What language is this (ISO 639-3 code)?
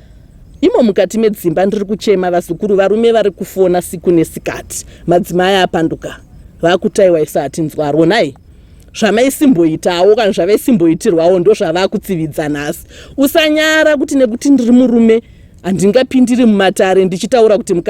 sna